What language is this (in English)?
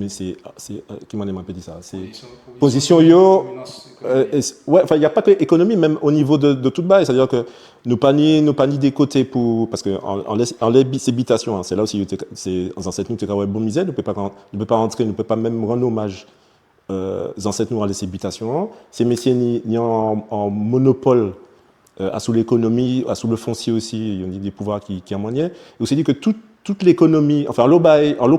Guadeloupean Creole French